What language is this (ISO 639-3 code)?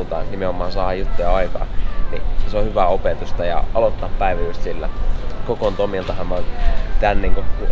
fin